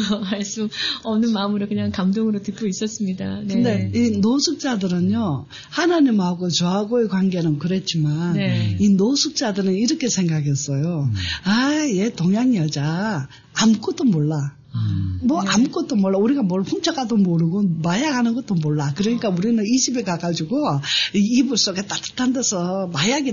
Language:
Korean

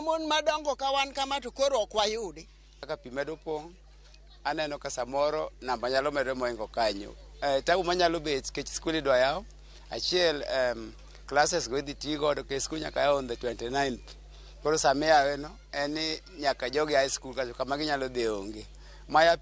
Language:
Luo (Kenya and Tanzania)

